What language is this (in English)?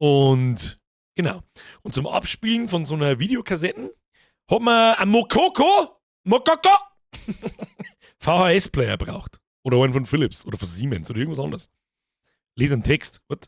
Bavarian